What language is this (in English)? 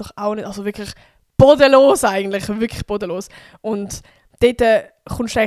Swiss German